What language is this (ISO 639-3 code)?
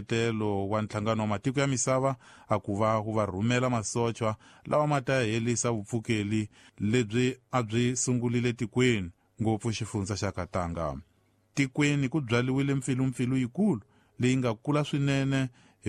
tso